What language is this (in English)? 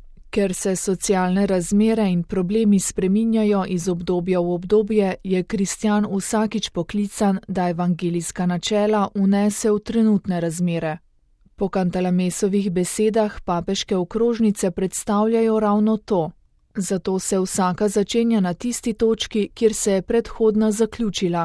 Slovenian